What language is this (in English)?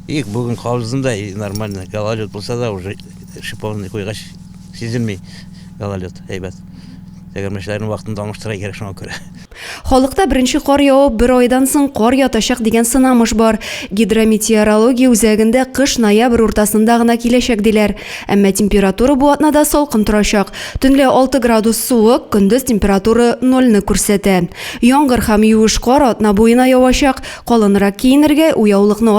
Tatar